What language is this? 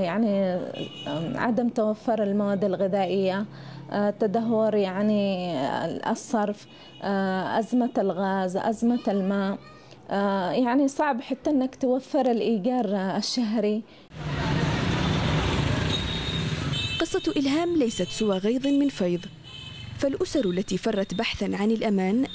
Arabic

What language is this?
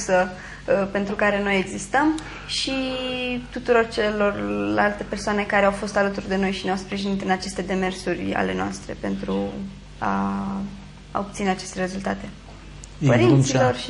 Romanian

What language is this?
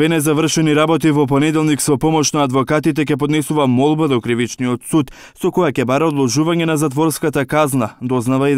Macedonian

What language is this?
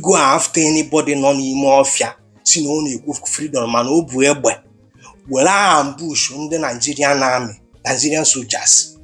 Igbo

